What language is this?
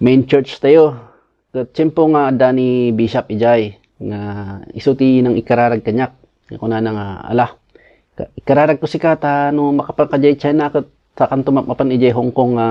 Iloko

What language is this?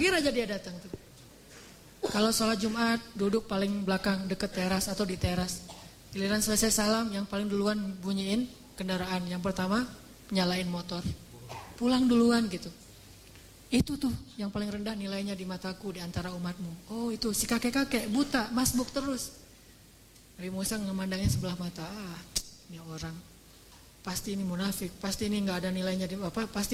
Indonesian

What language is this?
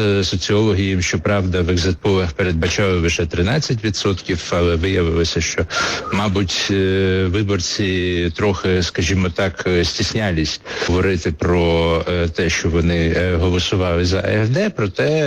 Ukrainian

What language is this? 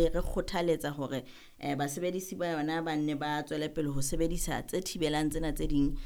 Southern Sotho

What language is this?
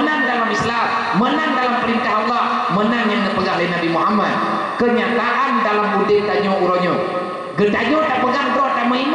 Achinese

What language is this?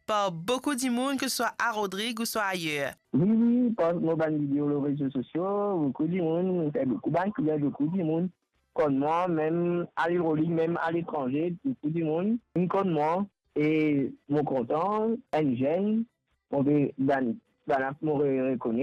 Morisyen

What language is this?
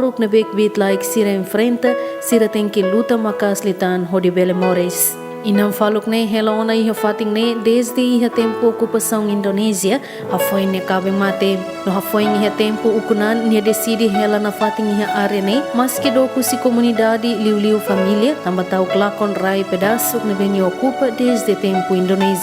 Tetum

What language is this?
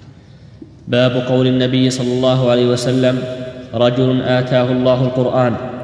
Arabic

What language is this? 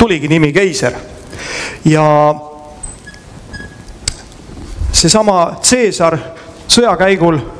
Estonian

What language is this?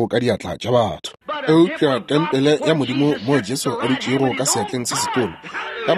Northern Sotho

